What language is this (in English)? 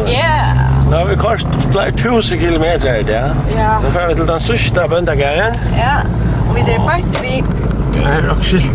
Faroese